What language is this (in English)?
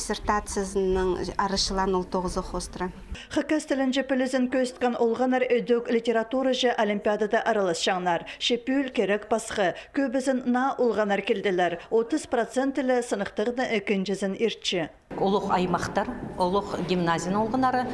Khakas